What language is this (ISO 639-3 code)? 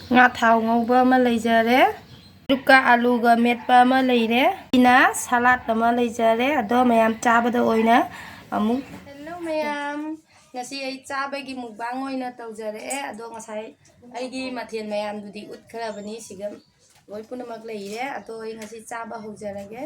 mni